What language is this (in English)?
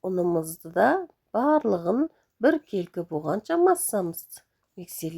Kazakh